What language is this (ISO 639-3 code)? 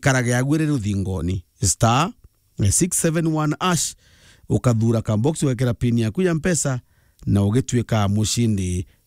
mer